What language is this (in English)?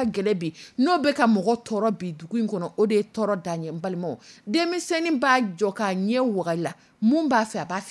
Dyula